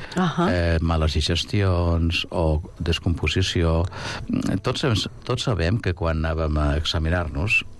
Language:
Catalan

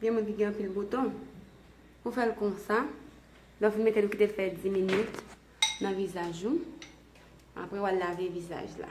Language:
Haitian Creole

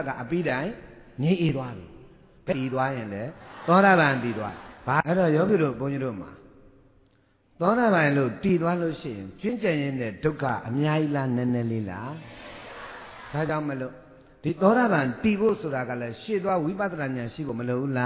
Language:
Burmese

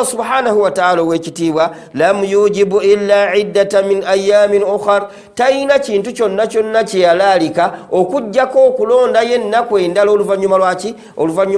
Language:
Ganda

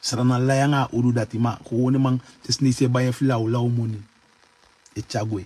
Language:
Sranan Tongo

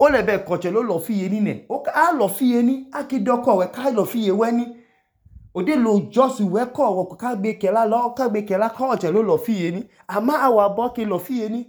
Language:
Idoma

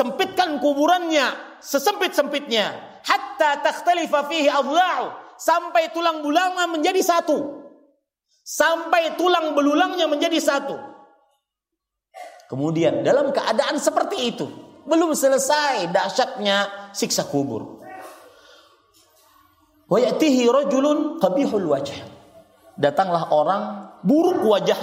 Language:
Indonesian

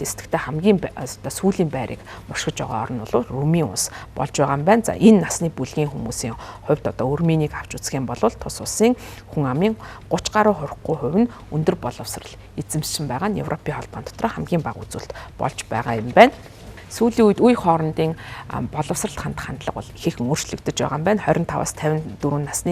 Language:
Mongolian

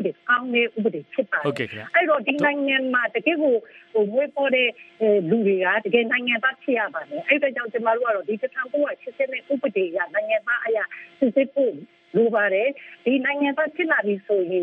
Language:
Burmese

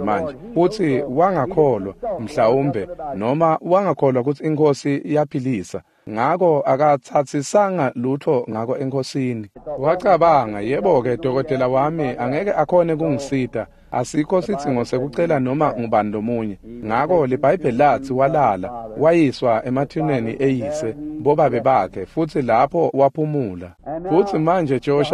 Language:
Swati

